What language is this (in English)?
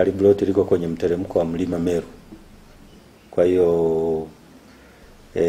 Swahili